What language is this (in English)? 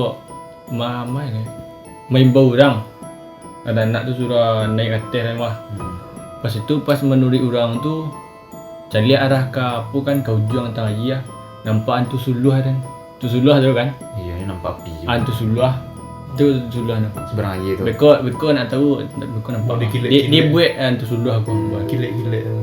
Minangkabau